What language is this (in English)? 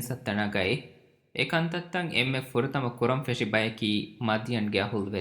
Divehi